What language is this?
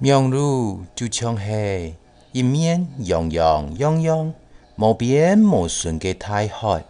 Hakka Chinese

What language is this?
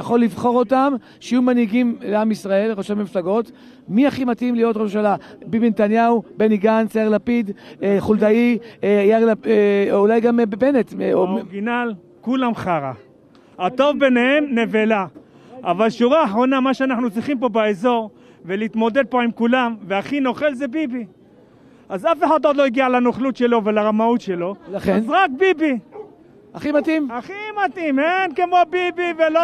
Hebrew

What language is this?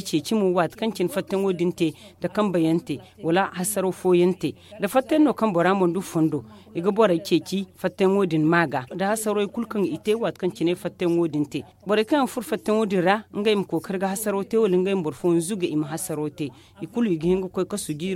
Zarma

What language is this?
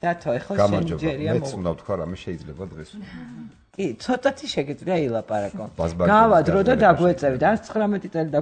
Georgian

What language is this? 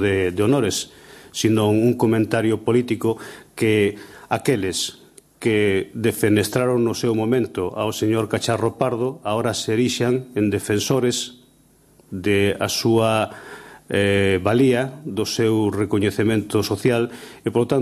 Galician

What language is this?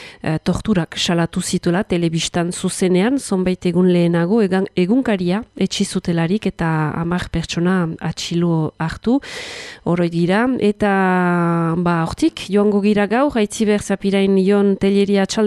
Basque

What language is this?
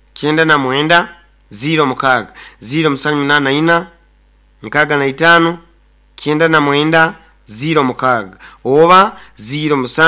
Nyoro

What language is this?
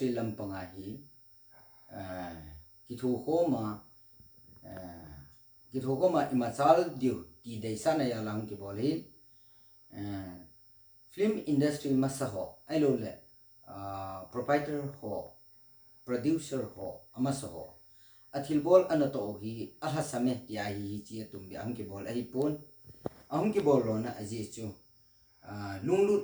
Thado Chin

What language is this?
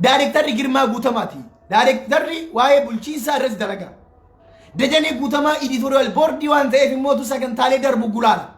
Oromo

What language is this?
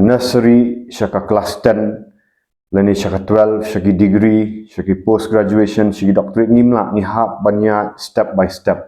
Khasi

